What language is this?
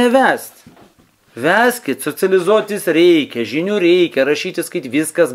Lithuanian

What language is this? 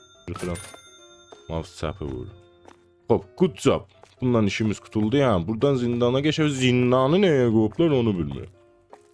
South Azerbaijani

